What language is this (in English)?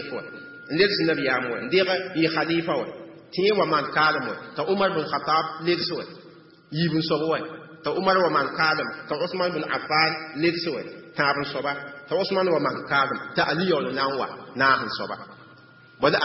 Mossi